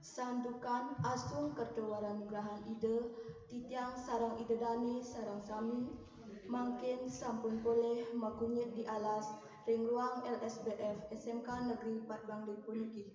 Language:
Balinese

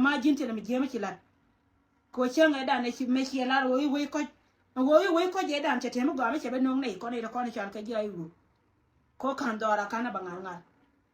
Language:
Nuer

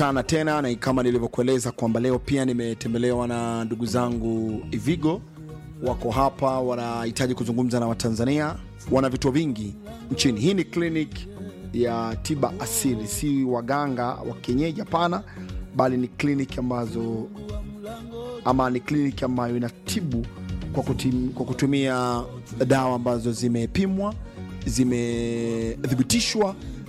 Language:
Swahili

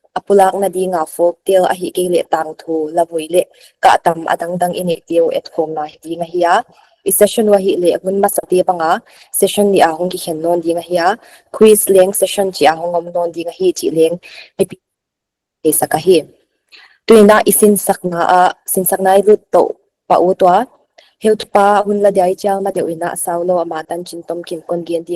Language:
Paite Chin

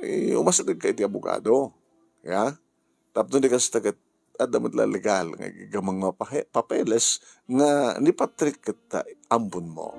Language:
Iloko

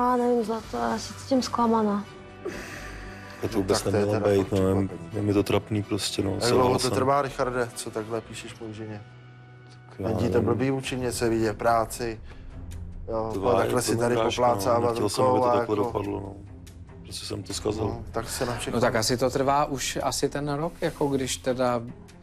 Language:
Czech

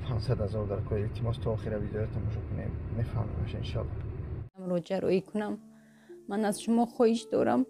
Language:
Tajik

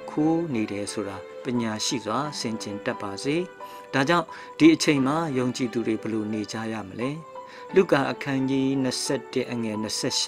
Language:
Burmese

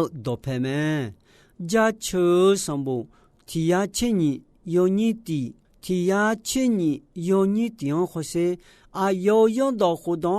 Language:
Akha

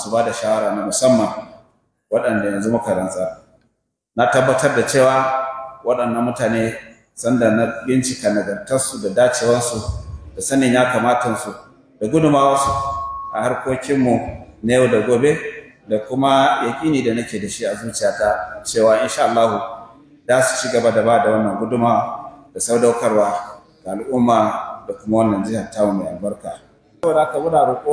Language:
Hausa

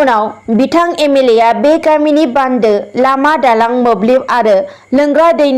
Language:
Bodo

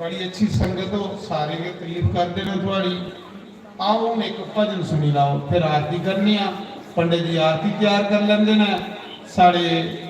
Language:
Dogri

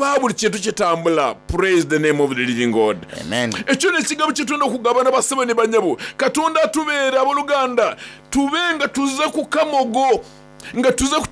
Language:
Soga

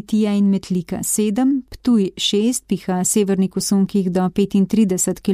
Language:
Slovenian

